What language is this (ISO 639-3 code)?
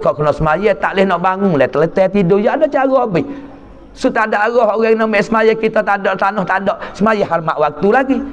mfa